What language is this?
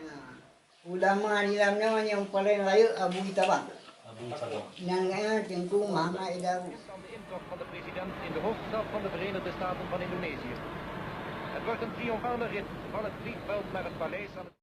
Achinese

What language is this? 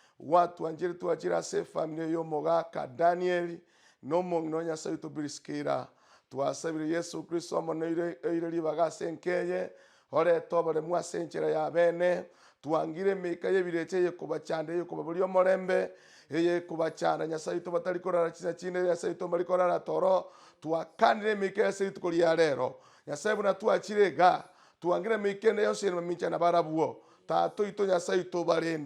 Gusii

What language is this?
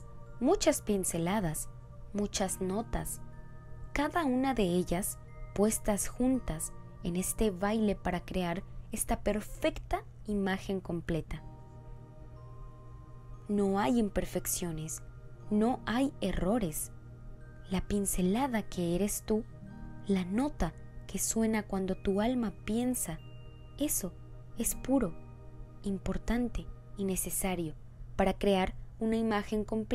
Spanish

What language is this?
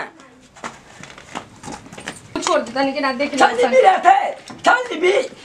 Bhojpuri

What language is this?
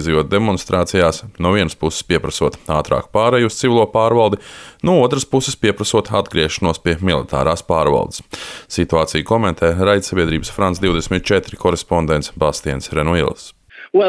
Latvian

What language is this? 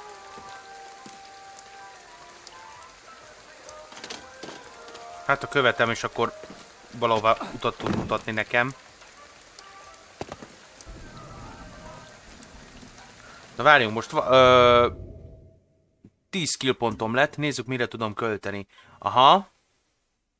Hungarian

